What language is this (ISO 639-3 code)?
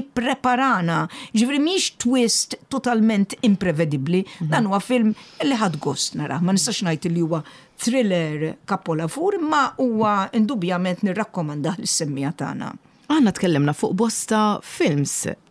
mlt